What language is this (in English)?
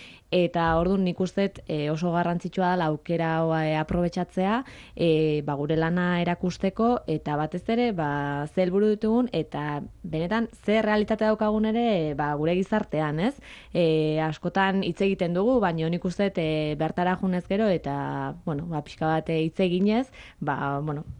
Basque